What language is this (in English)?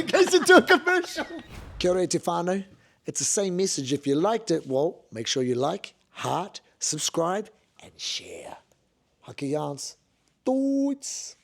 Māori